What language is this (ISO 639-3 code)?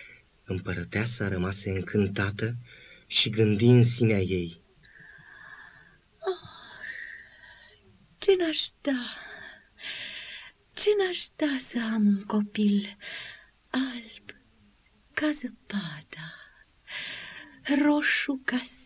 ron